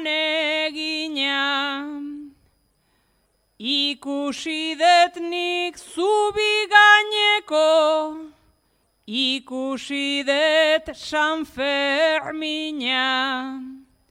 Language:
Basque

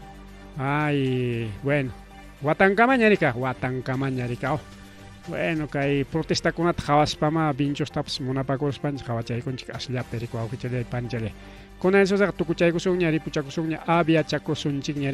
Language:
Ayacucho Quechua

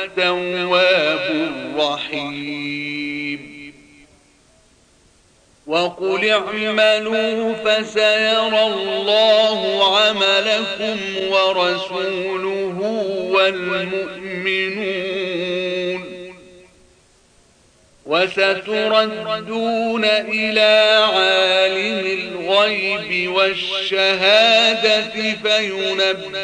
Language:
Arabic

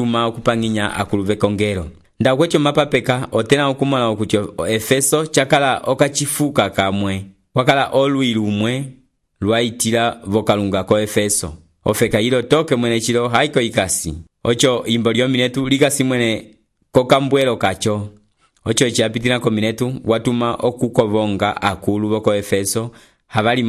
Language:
Umbundu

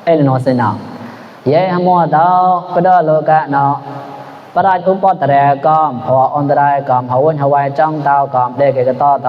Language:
Mon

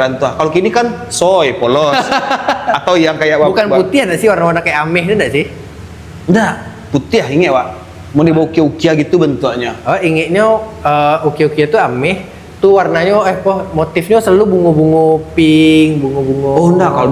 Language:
Minangkabau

